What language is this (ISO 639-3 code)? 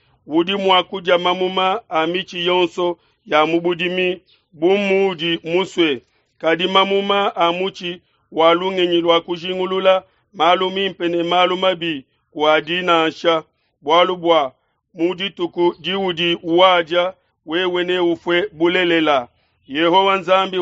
lua